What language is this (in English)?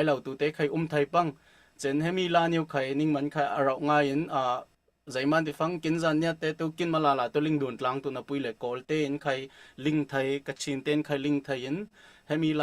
Falam Chin